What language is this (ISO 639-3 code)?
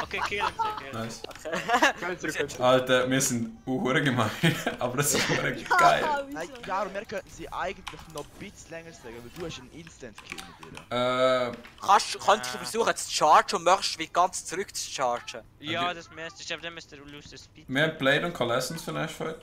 gsw